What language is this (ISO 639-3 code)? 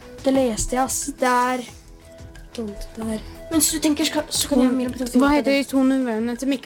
nor